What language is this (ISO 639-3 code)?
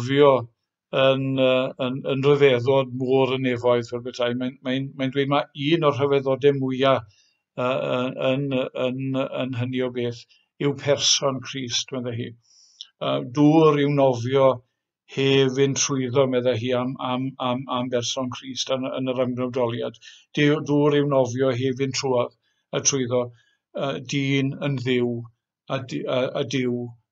cym